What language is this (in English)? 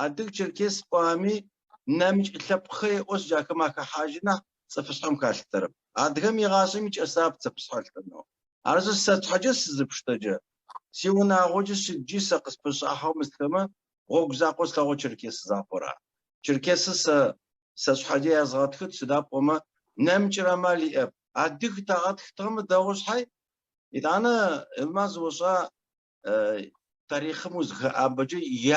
Adyghe